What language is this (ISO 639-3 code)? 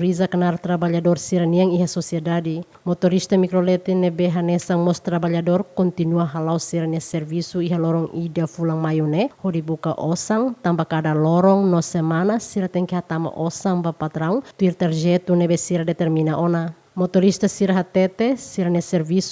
tet